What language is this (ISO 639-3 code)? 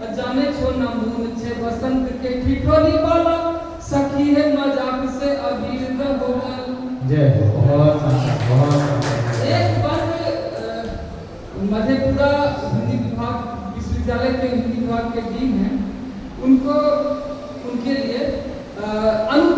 anp